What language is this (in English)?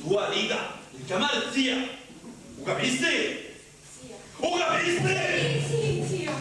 Sicilian